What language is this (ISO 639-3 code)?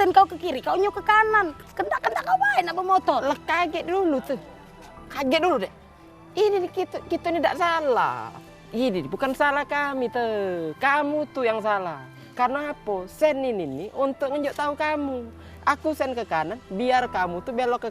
mui